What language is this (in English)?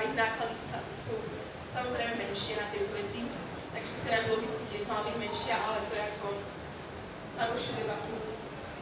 Slovak